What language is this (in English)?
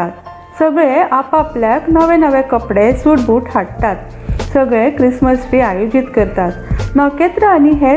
Konkani